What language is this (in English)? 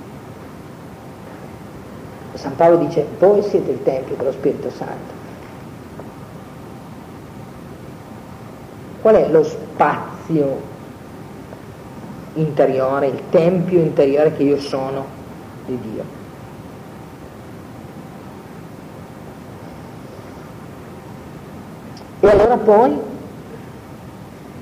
Italian